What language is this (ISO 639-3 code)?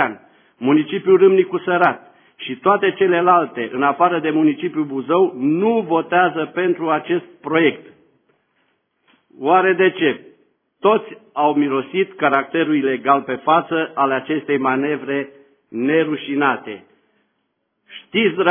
ron